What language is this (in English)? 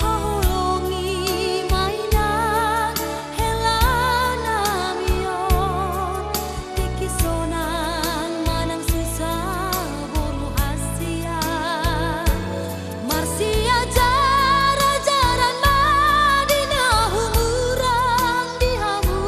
Batak Toba